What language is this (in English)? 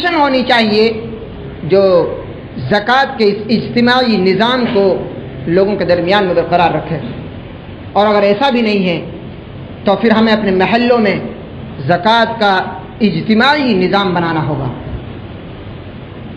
Urdu